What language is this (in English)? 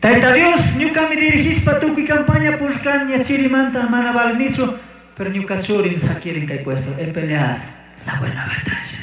Chimborazo Highland Quichua